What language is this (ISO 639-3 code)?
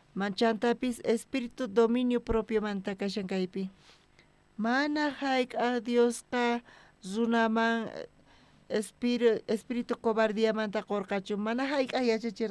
quh